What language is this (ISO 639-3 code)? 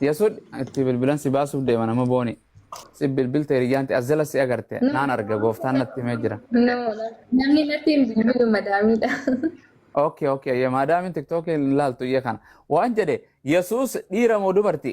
orm